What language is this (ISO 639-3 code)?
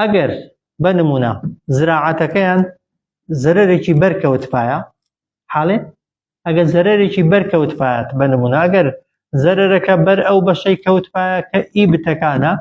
ckb